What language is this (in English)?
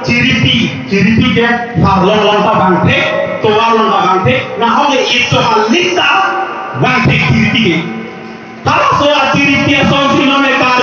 Karbi